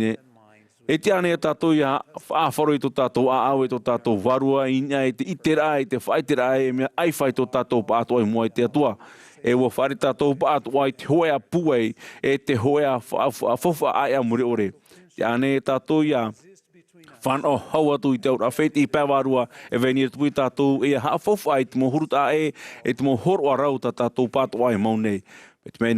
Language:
Tahitian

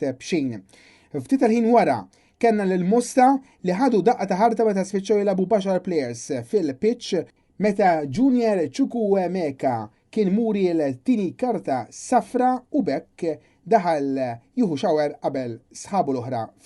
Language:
Maltese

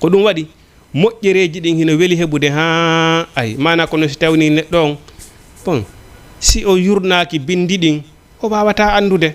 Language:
Fula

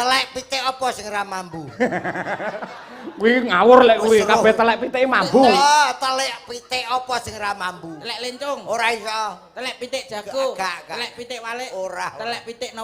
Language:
Javanese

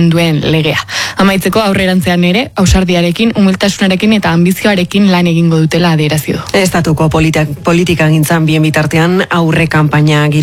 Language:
Basque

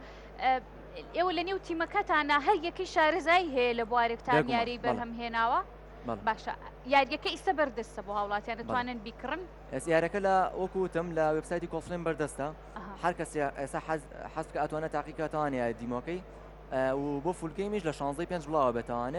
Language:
Central Kurdish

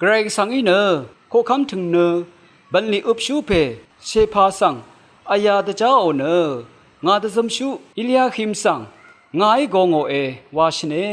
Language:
Rawang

